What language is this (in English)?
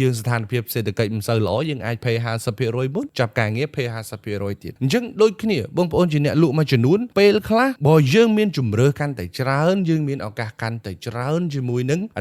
Khmer